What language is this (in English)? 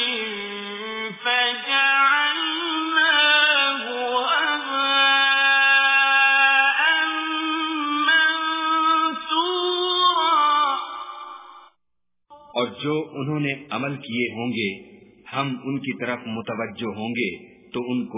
Urdu